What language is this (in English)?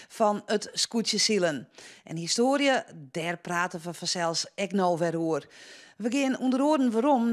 Western Frisian